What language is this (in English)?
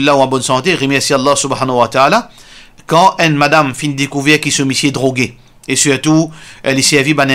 Morisyen